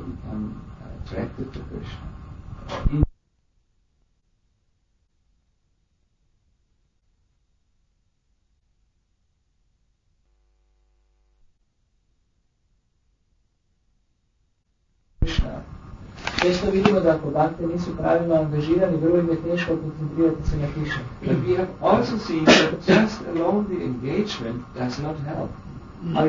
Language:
Croatian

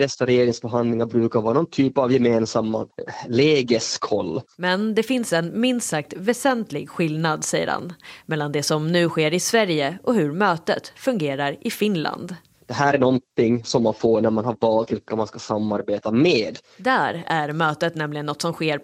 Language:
Swedish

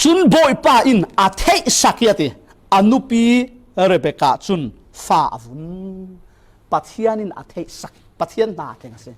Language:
Falam Chin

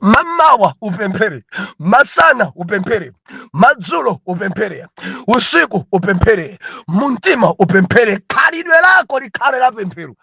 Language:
Nyanja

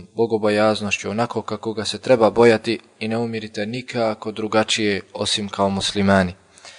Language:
Bosnian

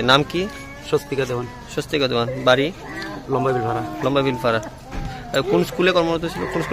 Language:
Chakma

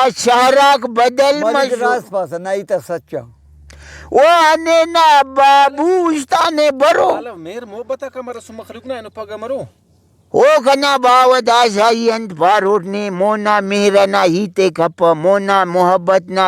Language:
Brahui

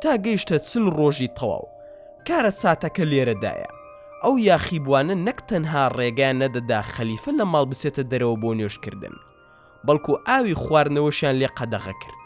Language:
Central Kurdish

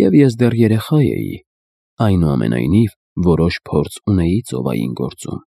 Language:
Armenian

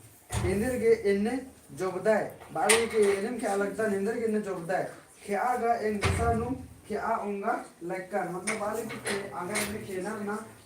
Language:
Kurukh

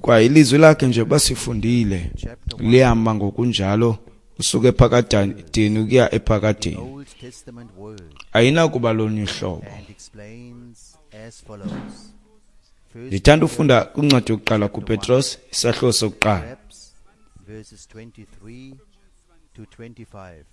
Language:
Xhosa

